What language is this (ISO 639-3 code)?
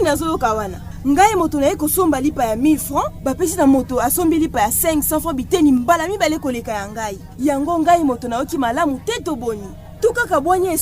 lin